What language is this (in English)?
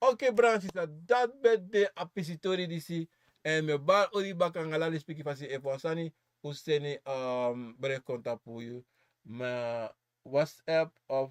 Sranan Tongo